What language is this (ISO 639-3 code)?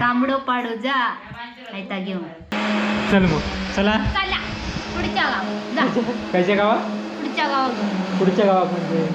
kok